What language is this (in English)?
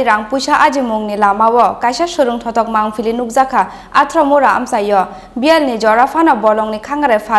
Kok Borok